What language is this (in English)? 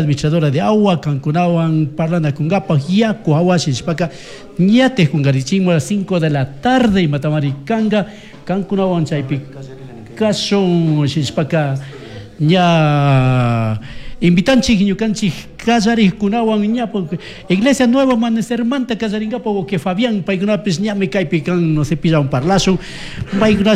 Chimborazo Highland Quichua